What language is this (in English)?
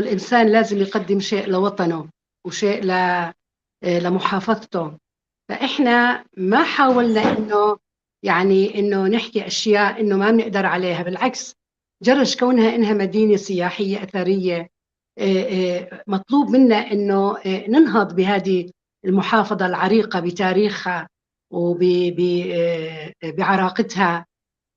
North Levantine Arabic